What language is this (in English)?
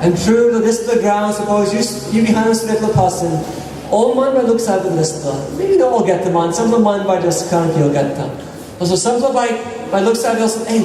Tok Pisin